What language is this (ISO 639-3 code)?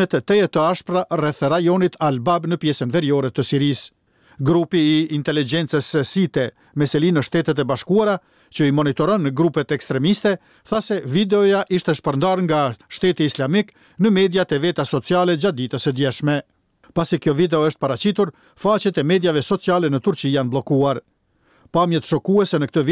sqi